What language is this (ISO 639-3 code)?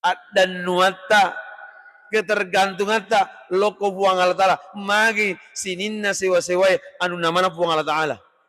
bug